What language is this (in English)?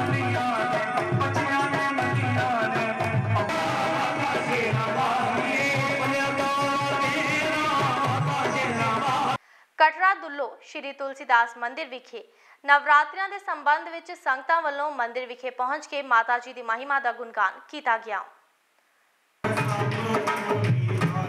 Punjabi